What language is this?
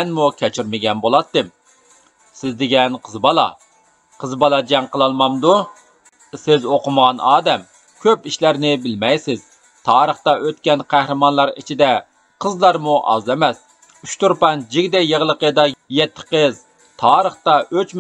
Uyghur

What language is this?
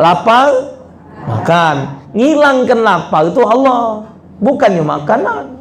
Musi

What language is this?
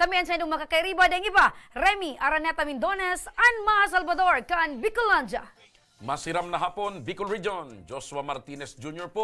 Bikol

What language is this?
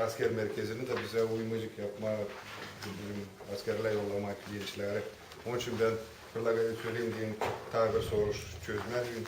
Gagauz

